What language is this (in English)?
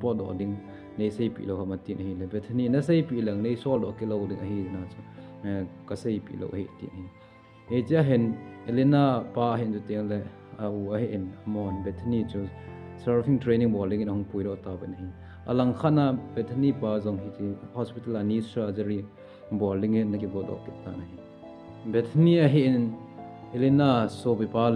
Thado Chin